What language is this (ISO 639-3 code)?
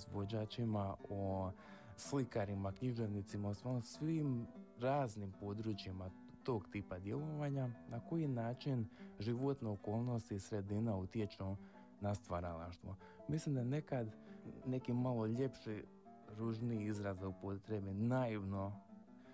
hrv